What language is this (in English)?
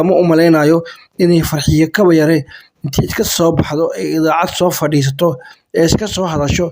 Somali